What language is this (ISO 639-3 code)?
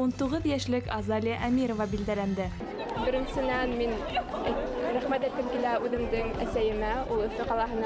bak